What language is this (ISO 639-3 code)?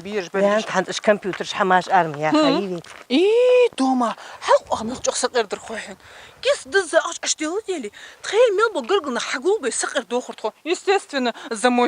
inh